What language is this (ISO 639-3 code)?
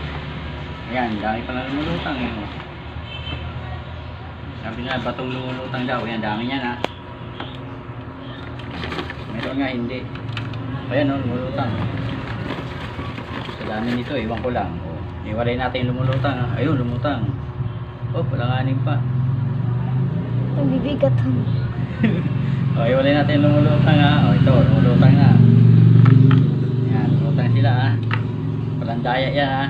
fil